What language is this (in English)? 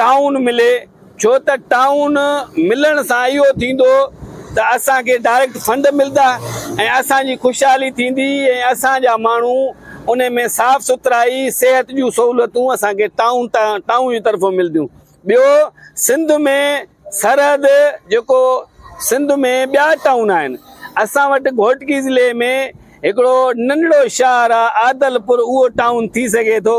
Sindhi